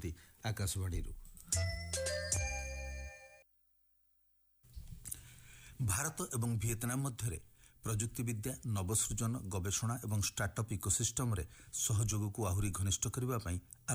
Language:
Odia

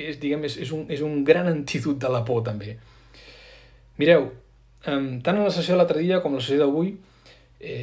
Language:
Catalan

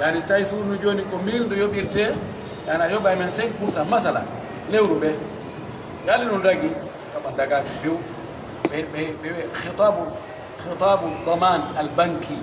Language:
Pular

